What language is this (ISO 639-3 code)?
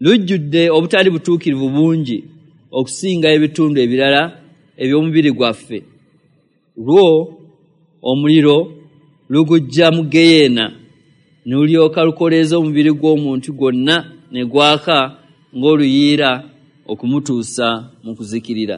lug